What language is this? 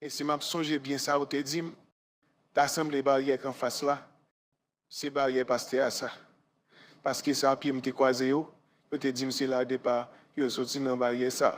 Haitian Creole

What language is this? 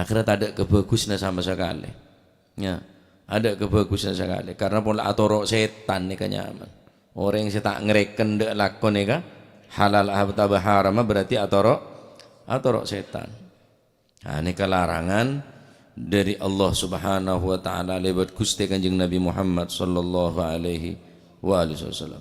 Madurese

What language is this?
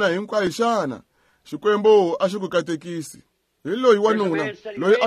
Tsonga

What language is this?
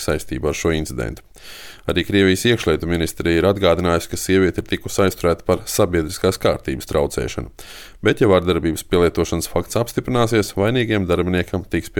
Latvian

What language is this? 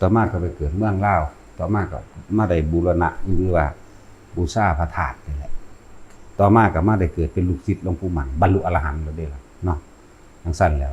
Lao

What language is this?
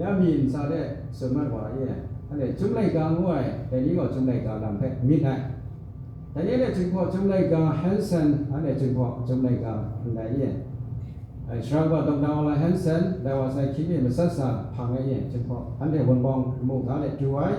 Kachin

